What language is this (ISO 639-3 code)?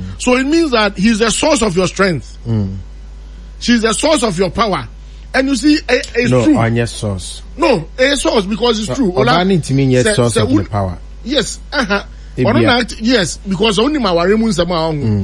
aka